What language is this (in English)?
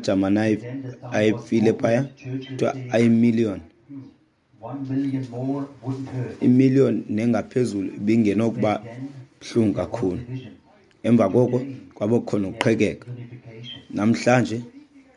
Xhosa